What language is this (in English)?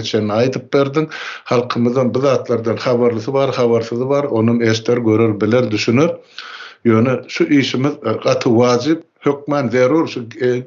Turkmen